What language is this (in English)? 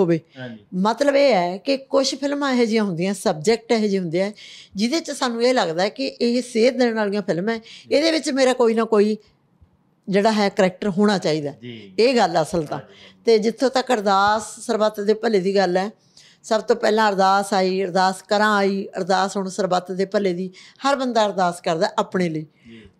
Punjabi